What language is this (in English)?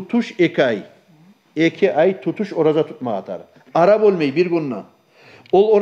Kumyk